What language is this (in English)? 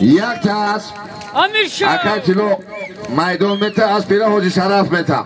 Tajik